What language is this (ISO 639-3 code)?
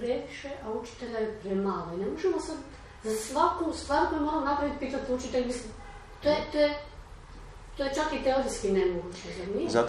hrv